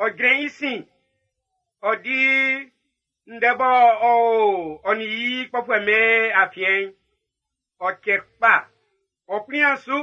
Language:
Baoulé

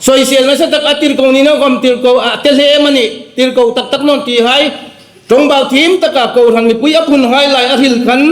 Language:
Hmar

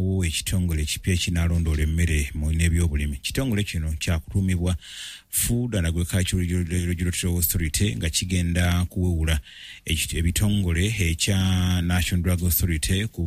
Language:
Ganda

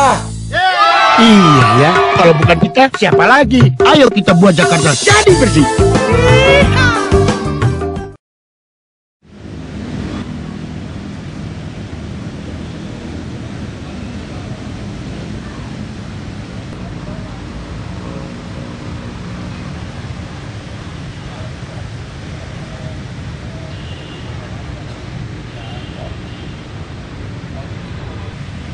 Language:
Indonesian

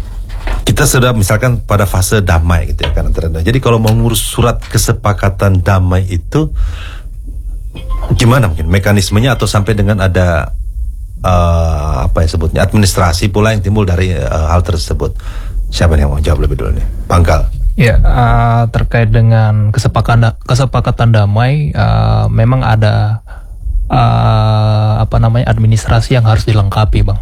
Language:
Indonesian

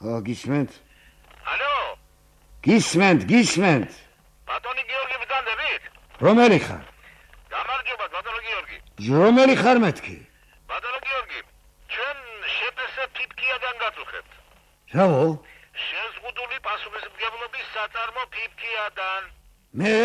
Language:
Georgian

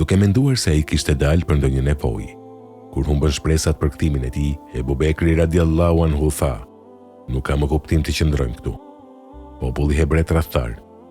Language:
Albanian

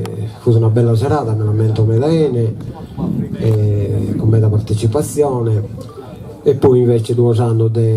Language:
Sardinian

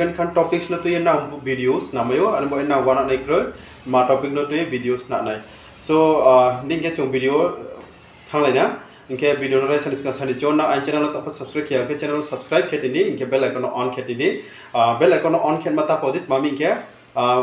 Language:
Riang (India)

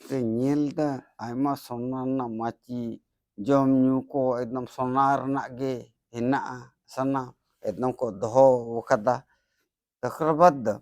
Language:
Santali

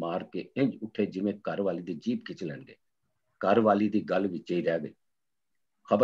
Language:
Punjabi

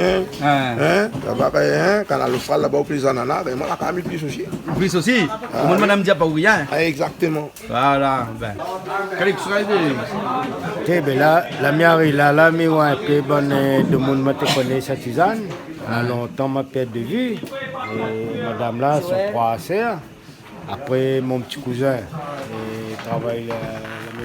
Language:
Réunion Creole French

